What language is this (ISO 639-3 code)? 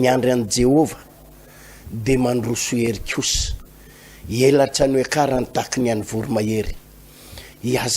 mlg